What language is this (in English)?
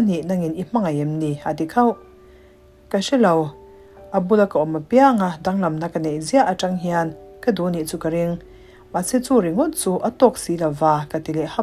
Mizo